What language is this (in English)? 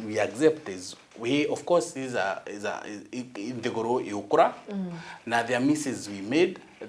Meru